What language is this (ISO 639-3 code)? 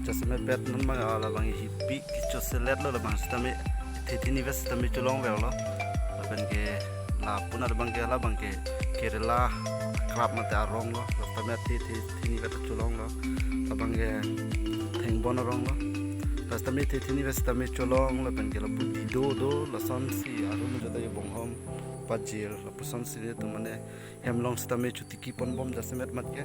mjw